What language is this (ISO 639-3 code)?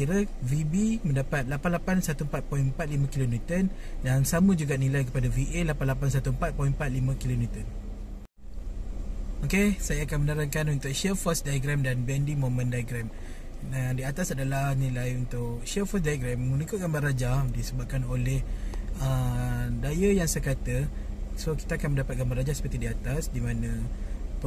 msa